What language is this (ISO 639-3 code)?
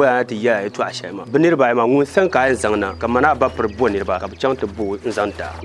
dag